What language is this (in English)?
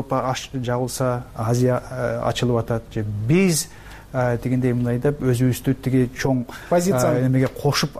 Kyrgyz